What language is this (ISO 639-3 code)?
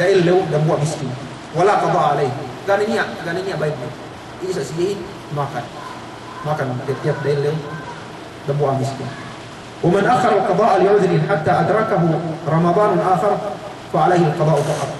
yka